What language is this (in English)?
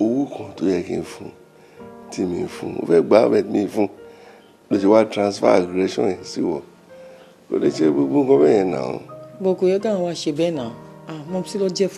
Yoruba